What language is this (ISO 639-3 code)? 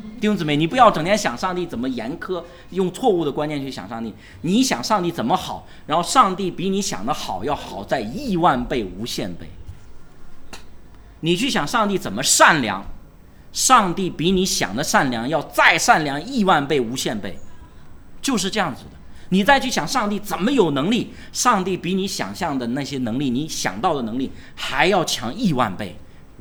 zho